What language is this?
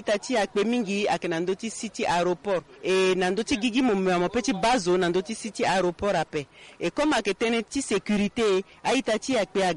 Sango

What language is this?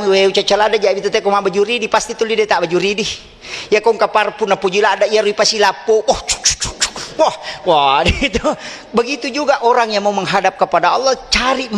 Buginese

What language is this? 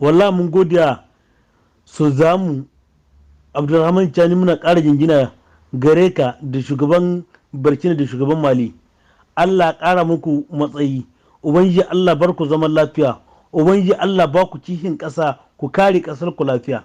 Hausa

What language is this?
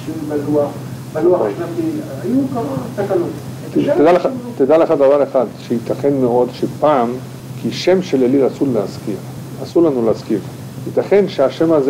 Hebrew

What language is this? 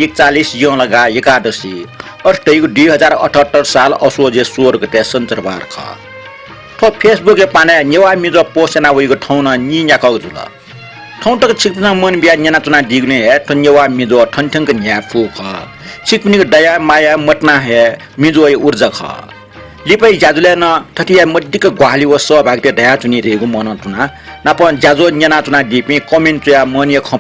Newari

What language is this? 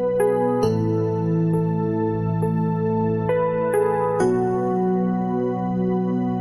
Quechua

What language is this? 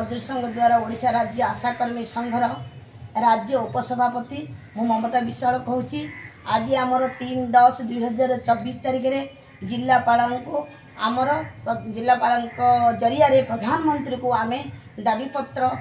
Odia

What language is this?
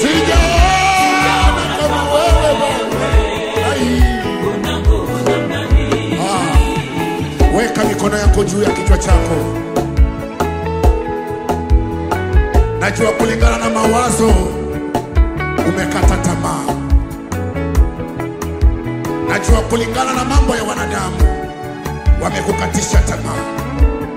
Swahili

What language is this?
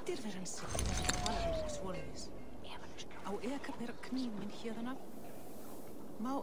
Portuguese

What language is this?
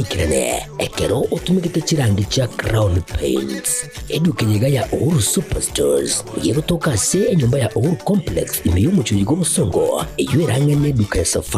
Gusii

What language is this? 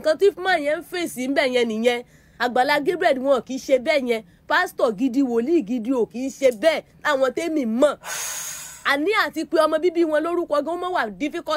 Yoruba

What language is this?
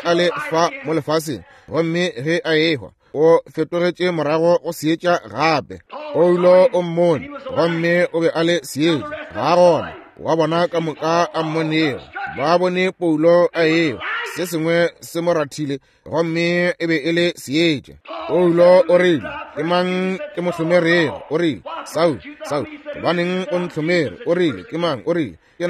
Northern Sotho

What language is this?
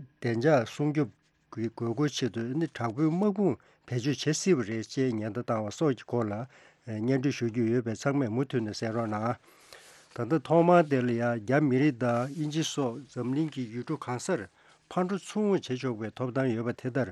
Tibetan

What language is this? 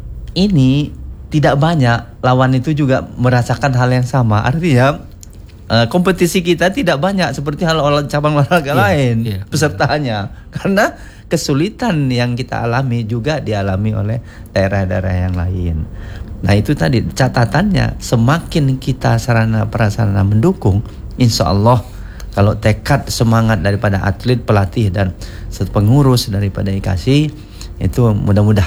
Indonesian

